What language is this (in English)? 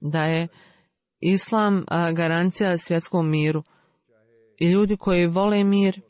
Croatian